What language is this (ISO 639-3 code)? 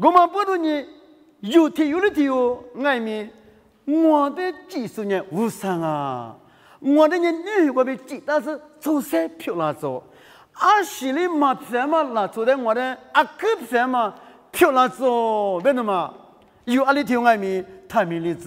lis